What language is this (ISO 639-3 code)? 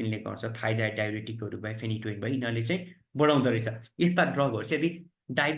nep